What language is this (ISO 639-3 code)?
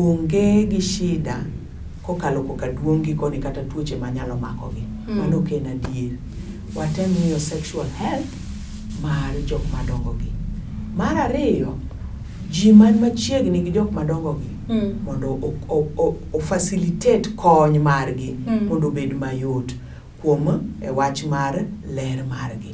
luo